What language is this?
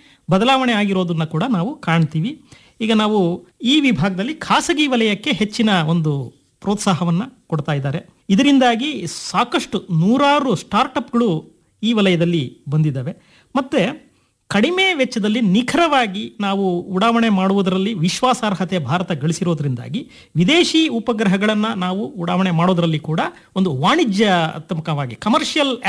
Kannada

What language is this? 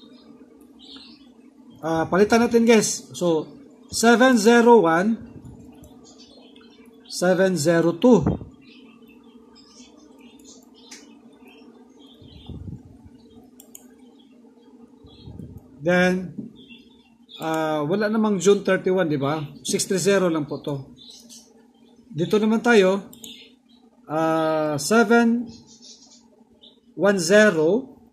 Filipino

